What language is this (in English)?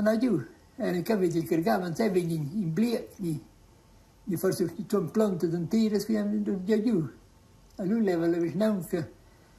Romansh